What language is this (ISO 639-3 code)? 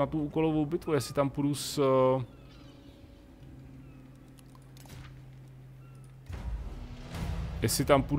ces